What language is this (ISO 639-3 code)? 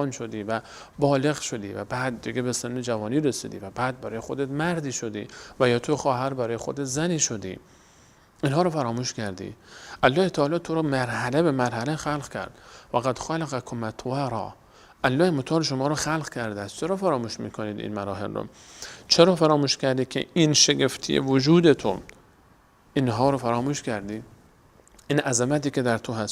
fas